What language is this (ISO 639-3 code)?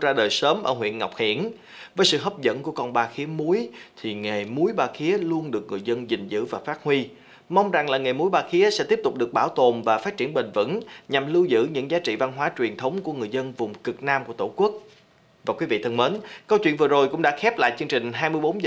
vie